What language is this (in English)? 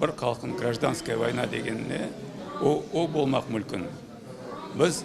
Crimean Tatar